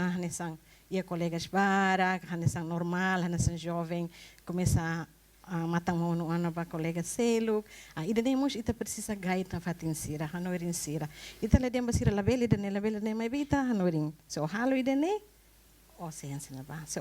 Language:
Tetum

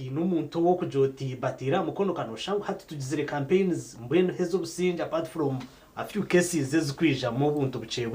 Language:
Nyankole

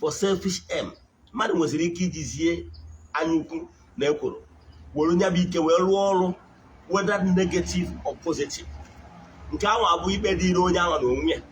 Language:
Igbo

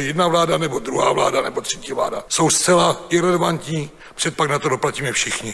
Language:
Czech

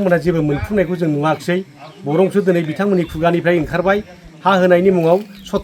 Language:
Bodo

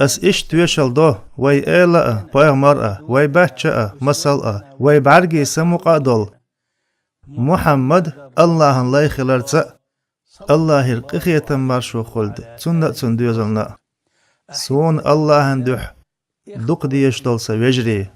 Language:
Chechen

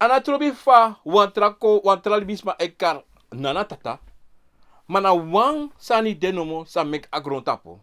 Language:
Sranan Tongo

